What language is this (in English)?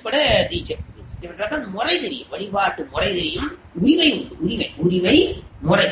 Tamil